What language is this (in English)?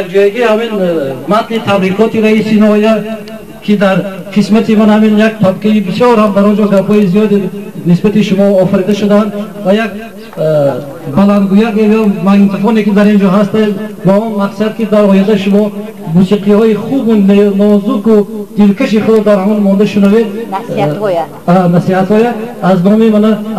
Tajik